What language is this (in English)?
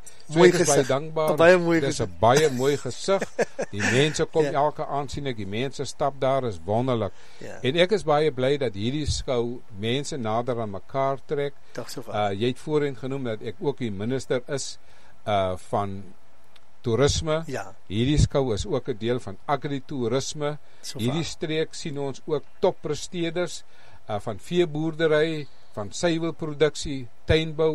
Afrikaans